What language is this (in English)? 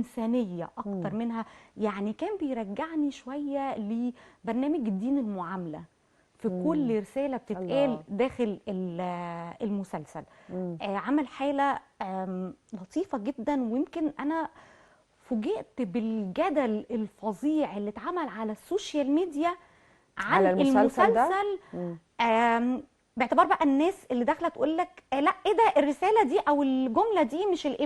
Egyptian Arabic